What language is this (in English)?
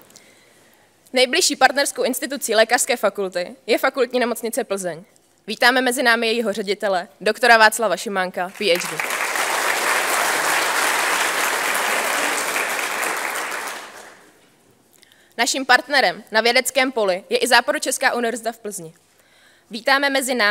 Czech